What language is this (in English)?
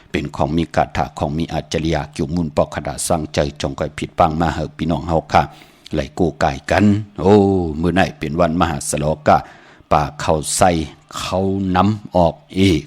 Shan